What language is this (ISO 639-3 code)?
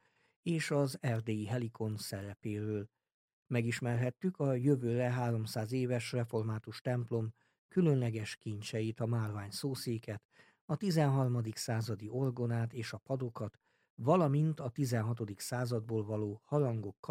hun